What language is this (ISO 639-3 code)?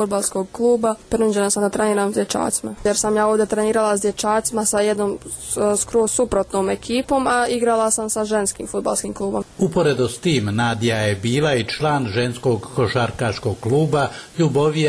bos